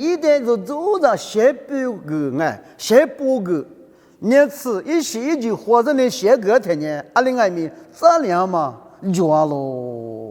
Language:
Lisu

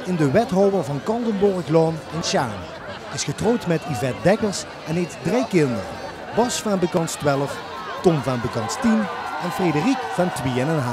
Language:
Limburgish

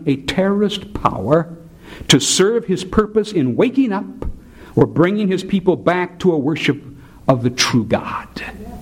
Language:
English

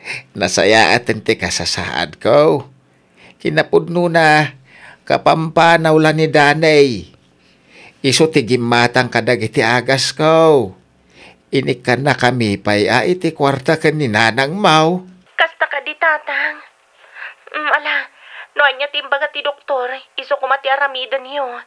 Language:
Iloko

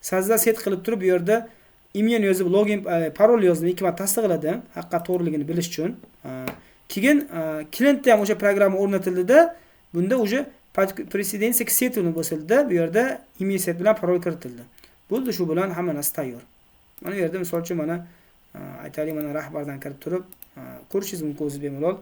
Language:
Uzbek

